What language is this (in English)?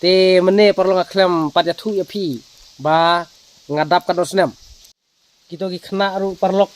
Khasi